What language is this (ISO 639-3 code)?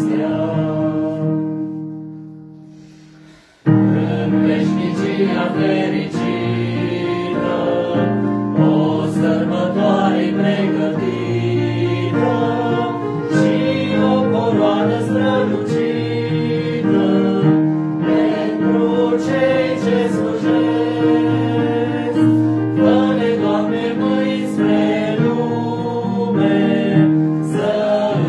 ron